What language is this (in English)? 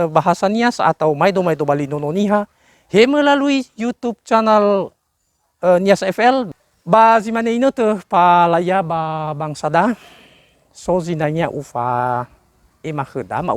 Nias